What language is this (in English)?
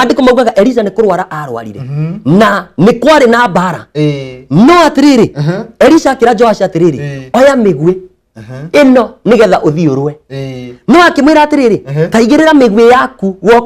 Kikuyu